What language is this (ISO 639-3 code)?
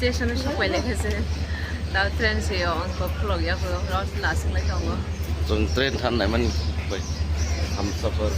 trp